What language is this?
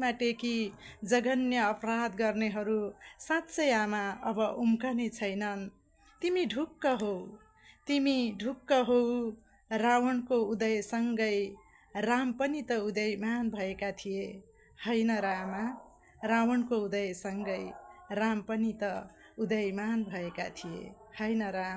Nepali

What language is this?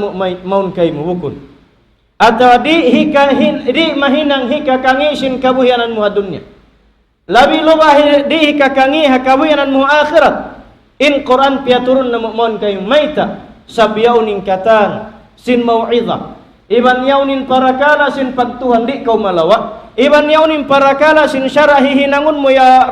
Tausug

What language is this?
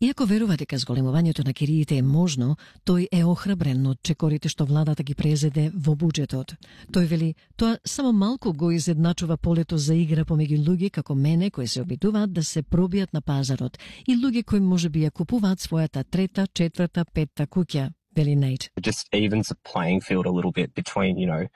Macedonian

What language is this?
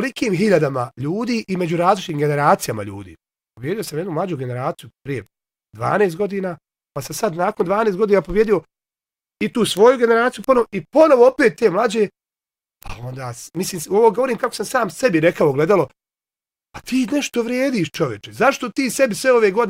Bosnian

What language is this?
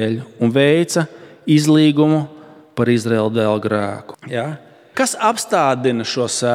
Latvian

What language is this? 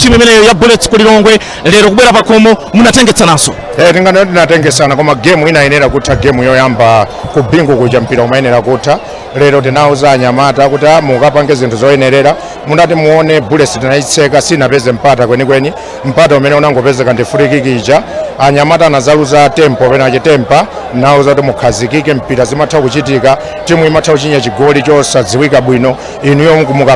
Nyanja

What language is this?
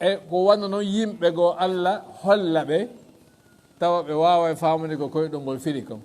Fula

